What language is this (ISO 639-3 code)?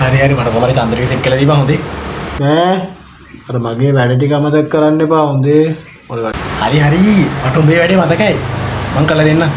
sin